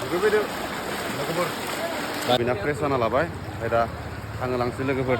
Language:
Bodo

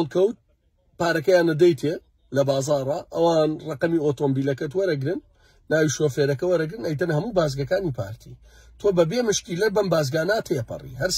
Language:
Central Kurdish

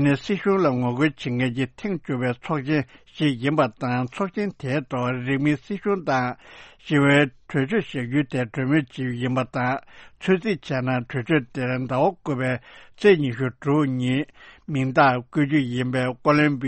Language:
Tibetan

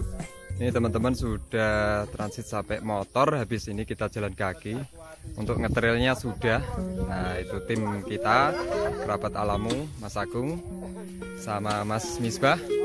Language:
Indonesian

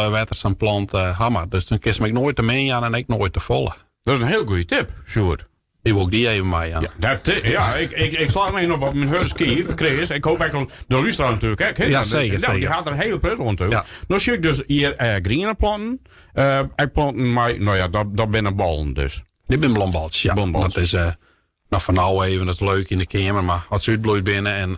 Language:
Western Frisian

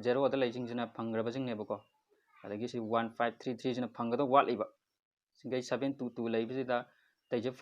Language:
Manipuri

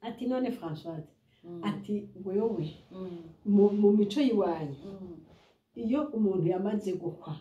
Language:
Rundi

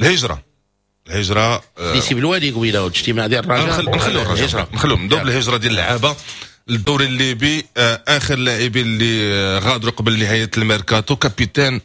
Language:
Moroccan Arabic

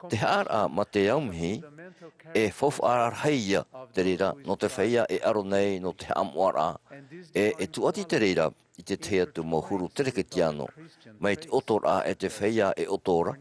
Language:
Tahitian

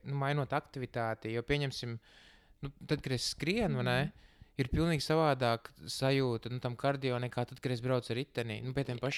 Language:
Latvian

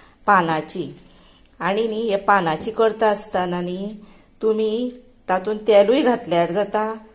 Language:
Konkani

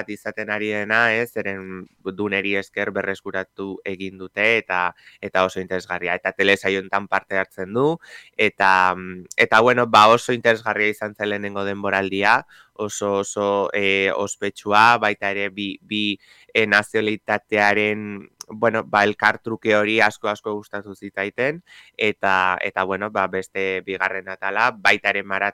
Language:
Basque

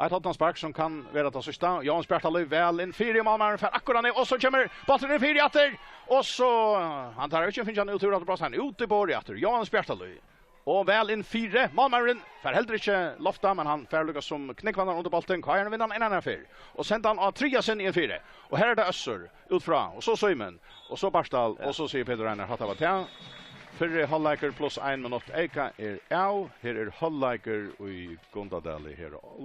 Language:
Faroese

